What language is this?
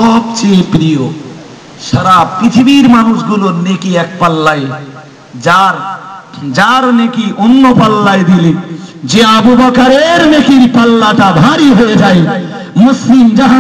Bangla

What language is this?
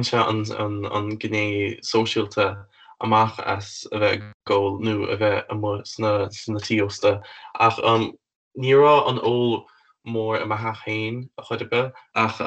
Irish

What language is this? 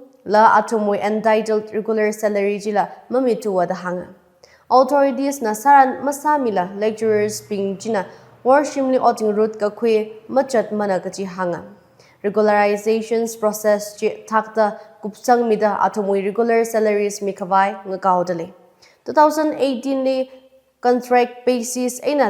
Tangkhul Naga (India)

